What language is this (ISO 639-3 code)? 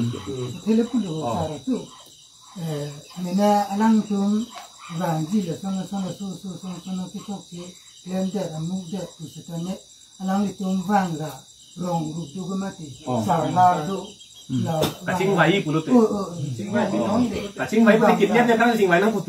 mjw